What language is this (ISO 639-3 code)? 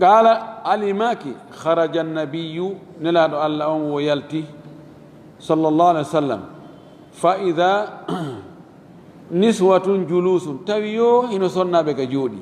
ful